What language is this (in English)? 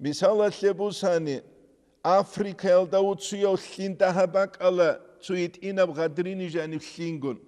Avaric